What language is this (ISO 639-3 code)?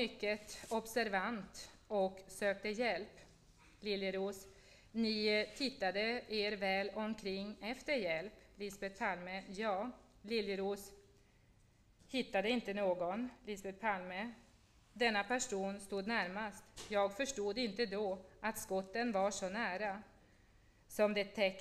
swe